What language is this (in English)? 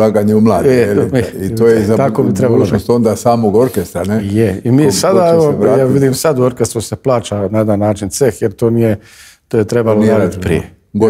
Croatian